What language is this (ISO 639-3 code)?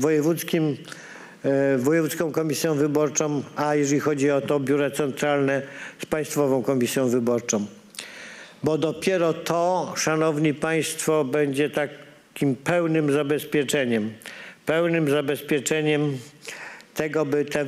pol